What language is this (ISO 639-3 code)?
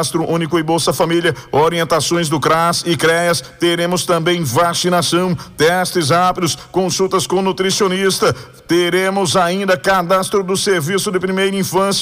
por